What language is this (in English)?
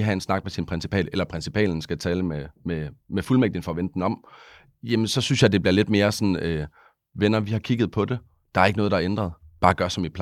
Danish